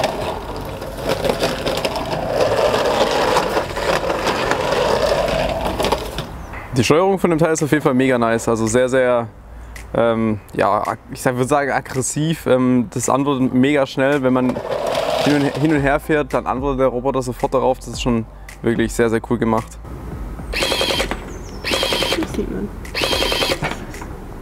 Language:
German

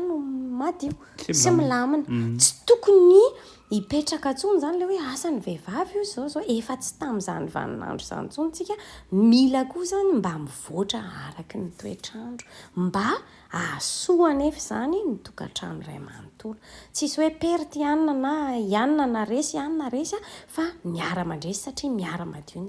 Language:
Malagasy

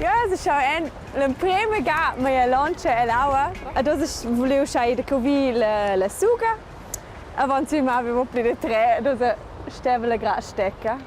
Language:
Romansh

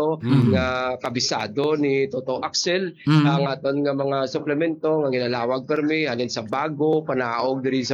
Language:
Hiligaynon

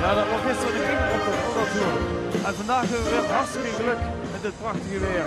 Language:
Limburgish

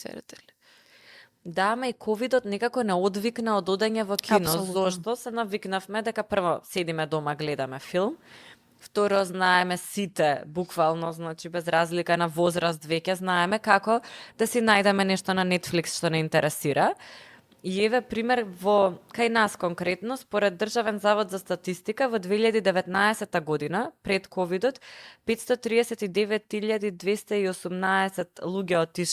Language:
Macedonian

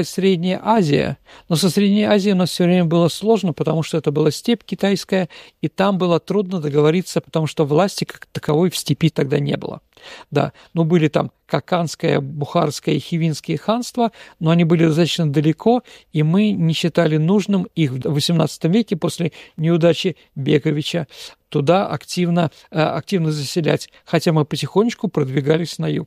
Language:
Russian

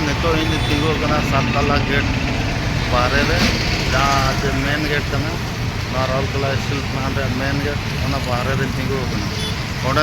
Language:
Santali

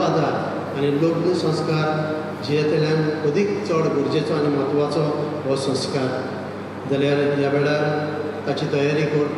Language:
Konkani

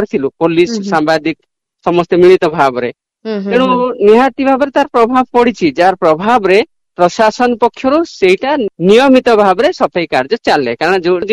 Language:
Odia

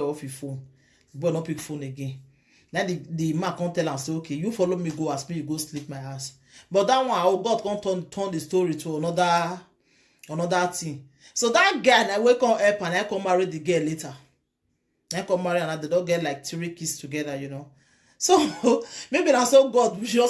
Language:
Nigerian Pidgin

